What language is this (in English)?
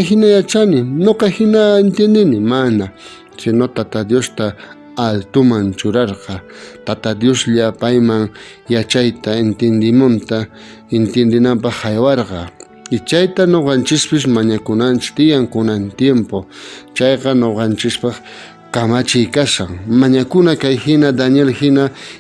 South Bolivian Quechua